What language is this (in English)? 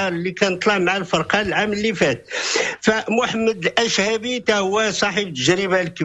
Moroccan Arabic